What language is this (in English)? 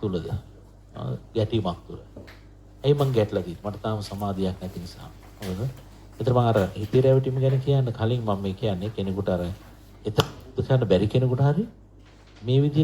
Sinhala